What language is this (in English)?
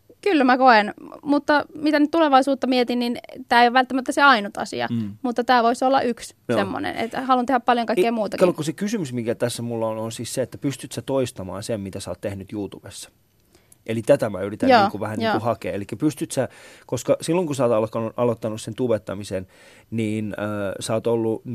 Finnish